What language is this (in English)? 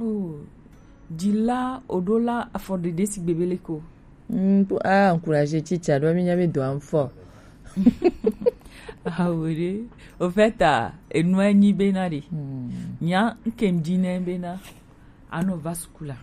Gen